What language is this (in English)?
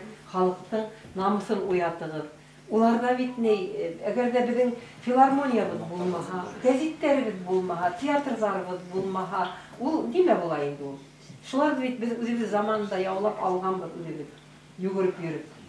Bashkir